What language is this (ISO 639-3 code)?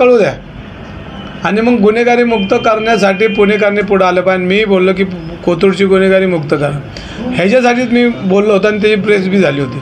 mar